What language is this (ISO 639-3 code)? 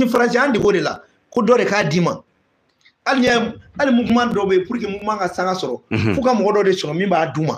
bam